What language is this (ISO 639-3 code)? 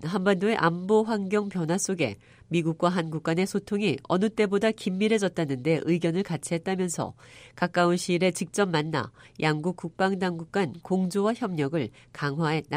kor